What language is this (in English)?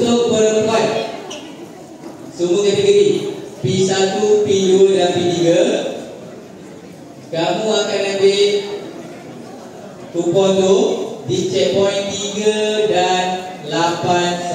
Malay